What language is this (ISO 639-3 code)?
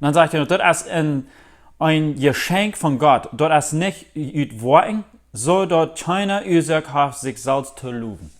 pdt